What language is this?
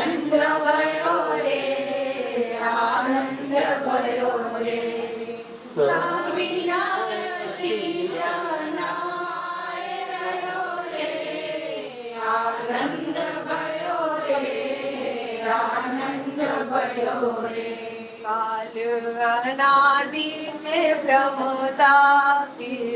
Gujarati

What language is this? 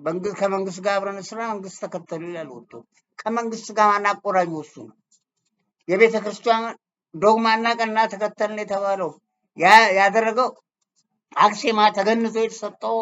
Amharic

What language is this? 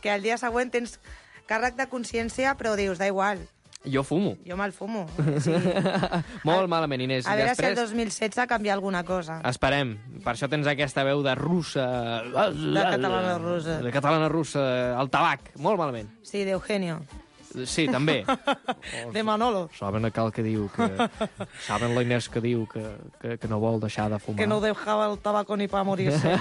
Catalan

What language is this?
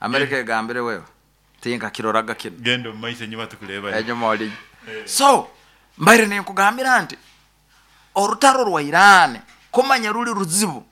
Nyoro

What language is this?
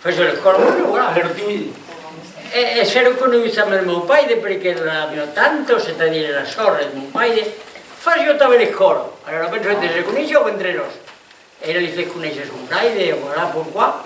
Occitan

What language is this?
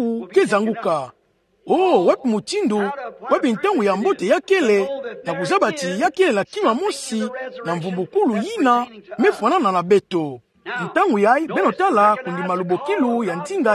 Kituba (Democratic Republic of Congo)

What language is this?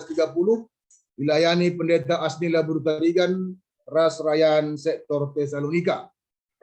Batak Karo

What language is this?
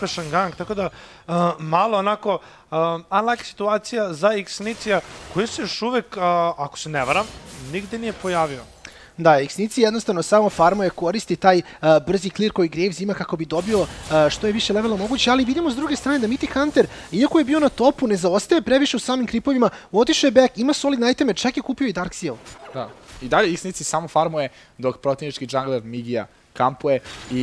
Serbian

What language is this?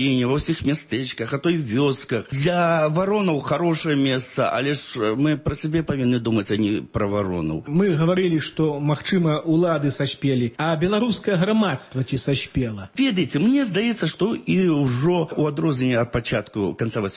Belarusian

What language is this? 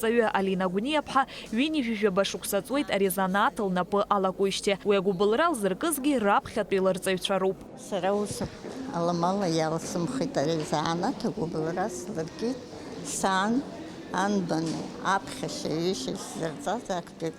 Abkhazian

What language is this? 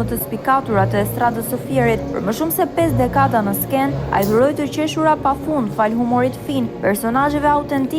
Albanian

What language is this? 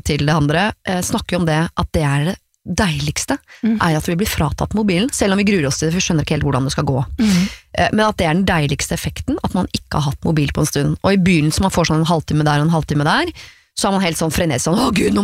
Norwegian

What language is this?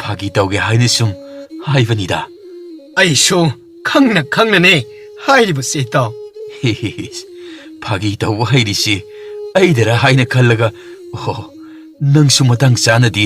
Manipuri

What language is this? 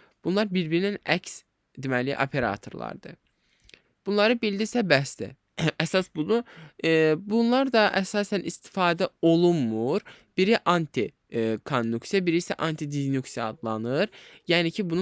Azerbaijani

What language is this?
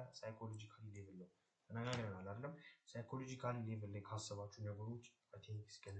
Amharic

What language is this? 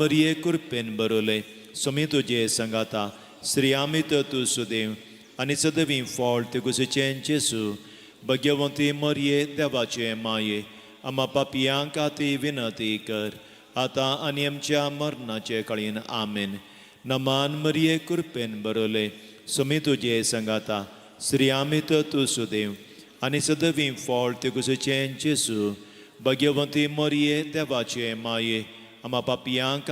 Konkani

